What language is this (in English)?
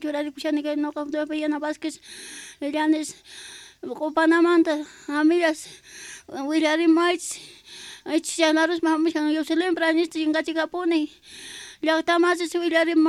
Quechua